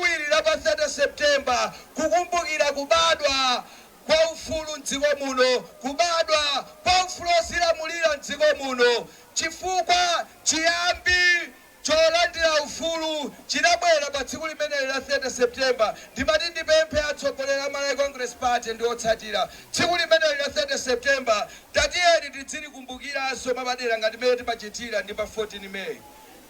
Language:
Nyanja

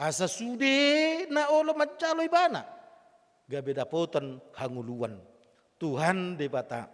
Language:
Batak Toba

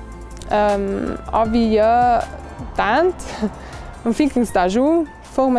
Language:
Ladin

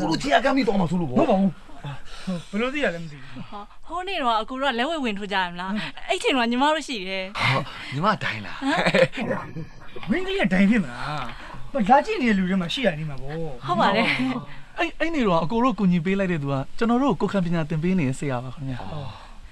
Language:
Burmese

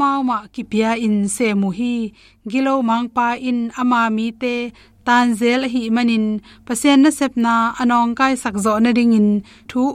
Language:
Tedim Chin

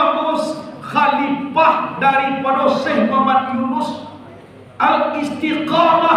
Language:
Minangkabau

